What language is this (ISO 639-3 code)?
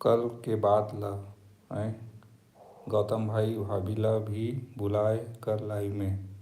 hne